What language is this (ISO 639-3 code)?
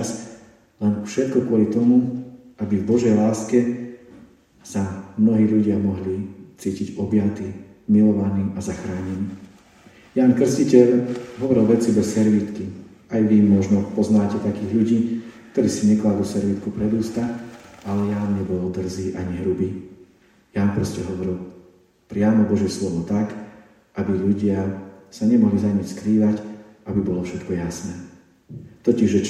slk